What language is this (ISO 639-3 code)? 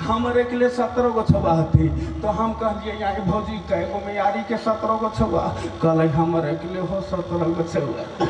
sck